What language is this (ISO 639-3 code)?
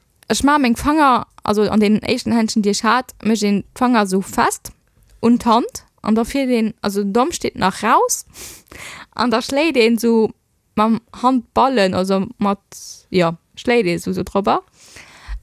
ltz